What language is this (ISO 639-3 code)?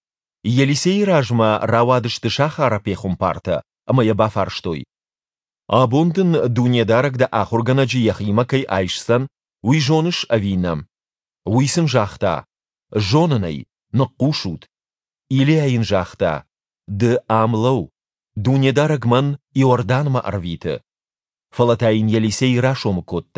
oss